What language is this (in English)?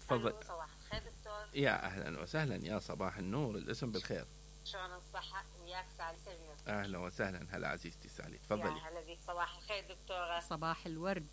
Mesopotamian Arabic